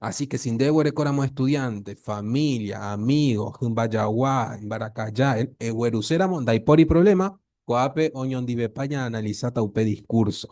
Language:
Guarani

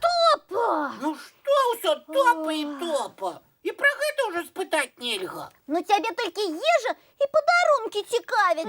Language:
Belarusian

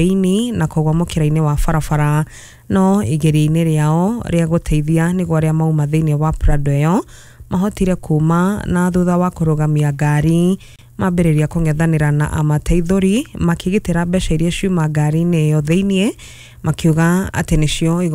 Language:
Kikuyu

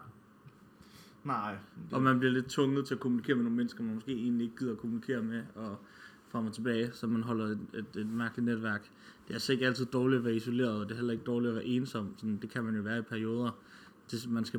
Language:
Danish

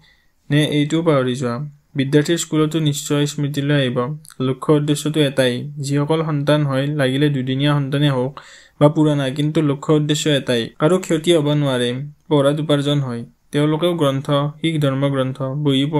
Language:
Assamese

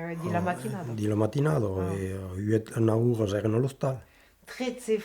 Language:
Occitan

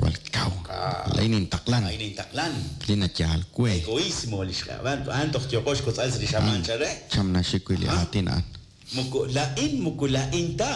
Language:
Kekchí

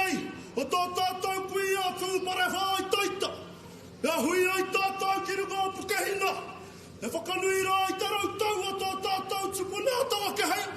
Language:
Māori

